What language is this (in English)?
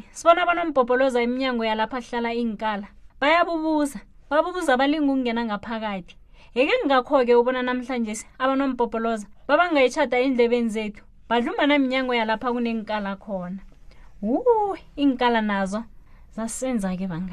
South Ndebele